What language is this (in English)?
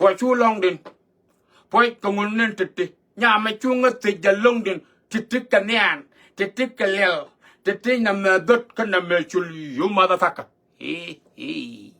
Nuer